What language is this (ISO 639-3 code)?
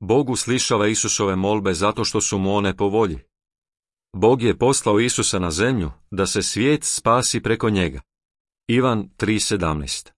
hrv